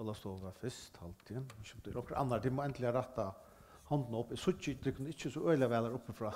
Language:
Faroese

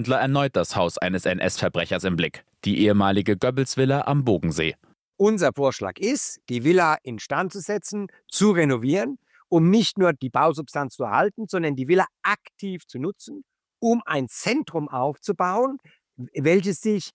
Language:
German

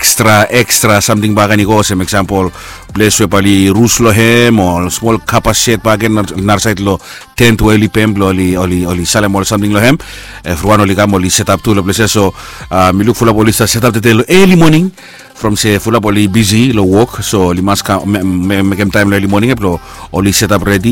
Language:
Bislama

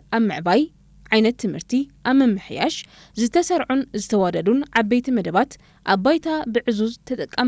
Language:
Tigrinya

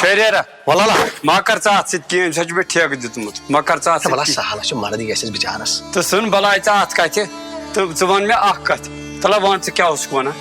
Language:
Kashmiri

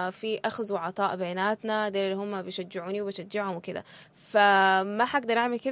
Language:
Sudanese Arabic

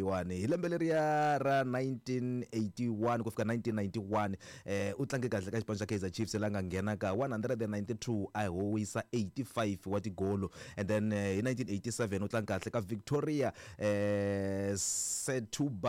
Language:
Tsonga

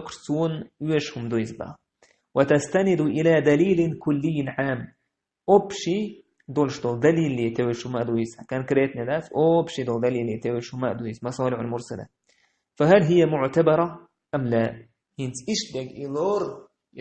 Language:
Chechen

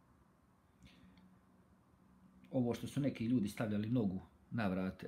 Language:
Bosnian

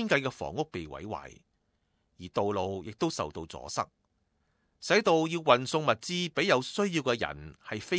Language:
Cantonese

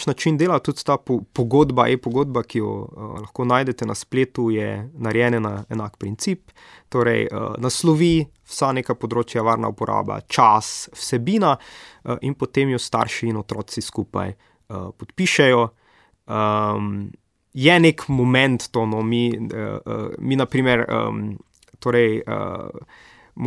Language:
Slovenian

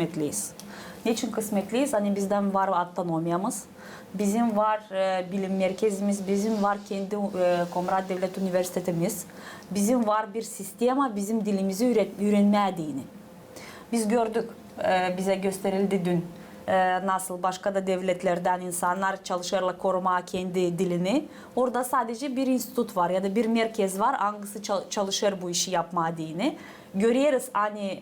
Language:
Gagauz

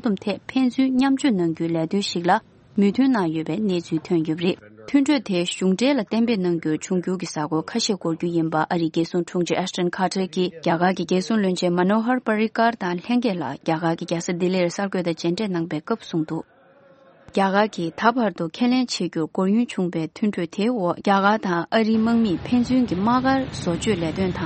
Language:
Tibetan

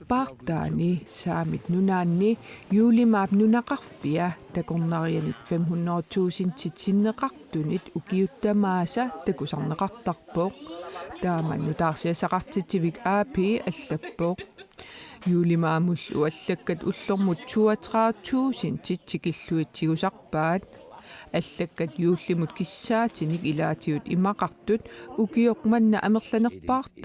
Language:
Kalaallisut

